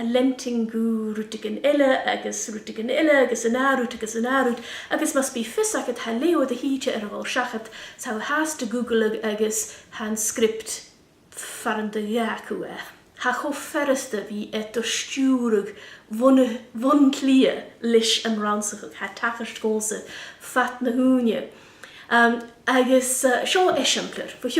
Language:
Scottish Gaelic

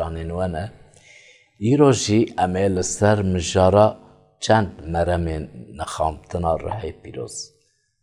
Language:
Kurdish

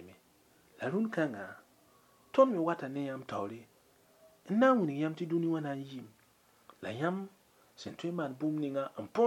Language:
Mossi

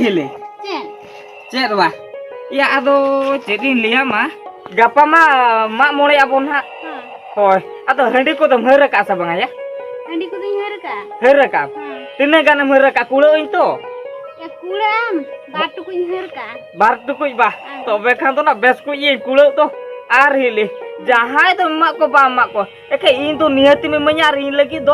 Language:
Santali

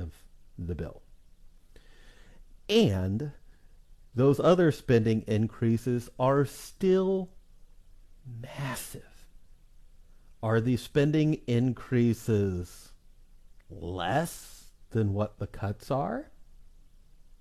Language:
English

